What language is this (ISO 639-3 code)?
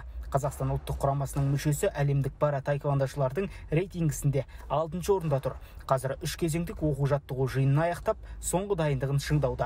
kaz